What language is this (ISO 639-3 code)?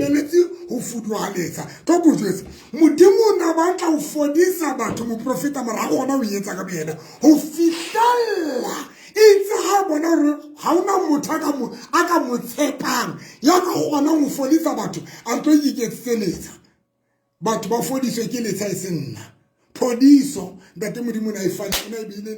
sot